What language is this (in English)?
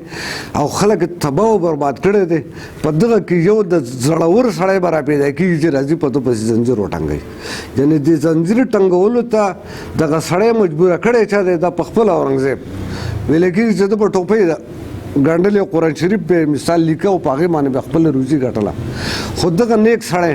Pashto